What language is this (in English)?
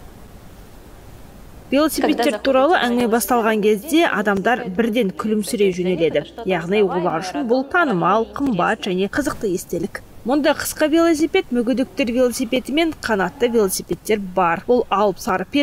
Kazakh